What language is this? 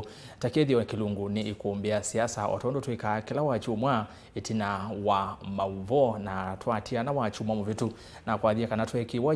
Kamba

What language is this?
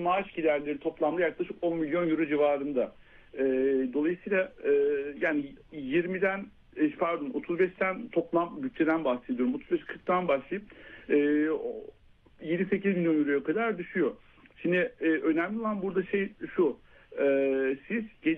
Turkish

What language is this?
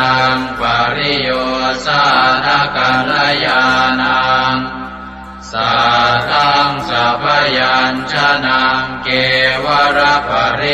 Pali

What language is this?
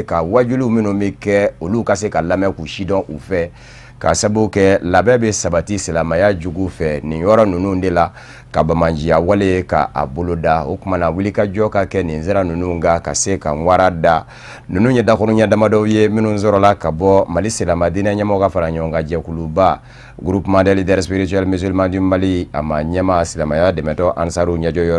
Bambara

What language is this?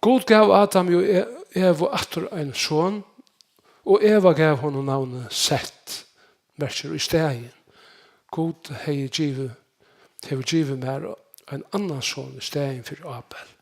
Faroese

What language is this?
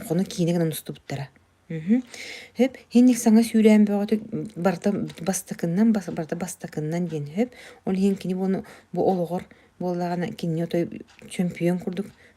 Yakut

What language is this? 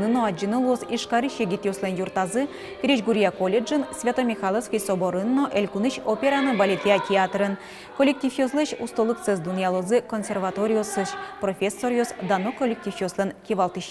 Udmurt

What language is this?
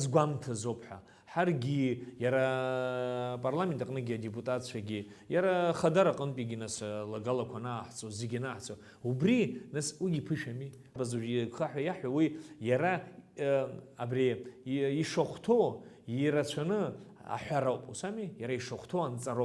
Abkhazian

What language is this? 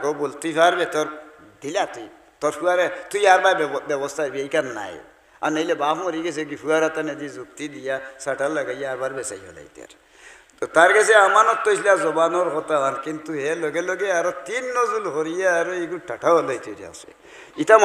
Sylheti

